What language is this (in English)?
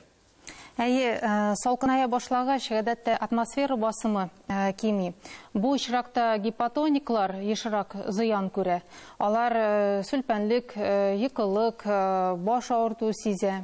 Tatar